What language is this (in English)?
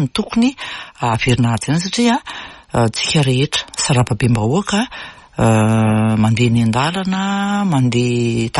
Malagasy